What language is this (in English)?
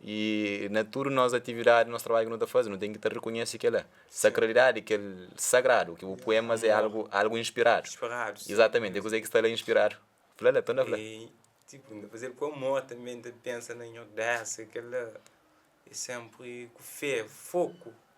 Kabuverdianu